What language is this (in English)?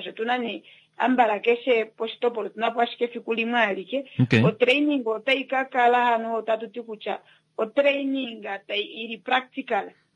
Kuanyama